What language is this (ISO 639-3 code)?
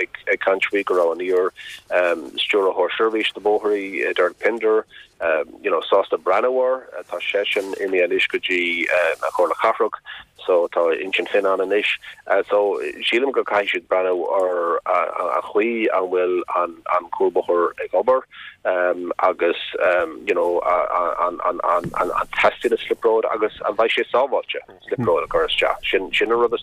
gle